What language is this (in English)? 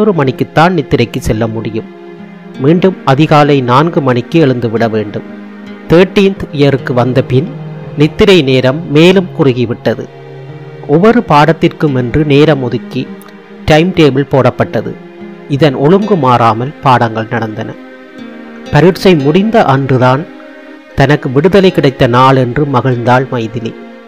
Tamil